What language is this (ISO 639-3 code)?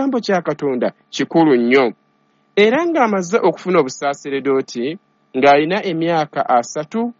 lug